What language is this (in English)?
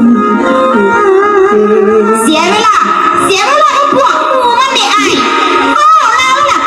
Lao